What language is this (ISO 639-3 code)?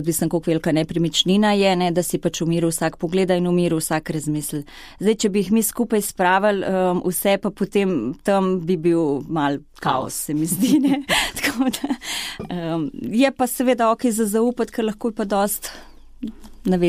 slv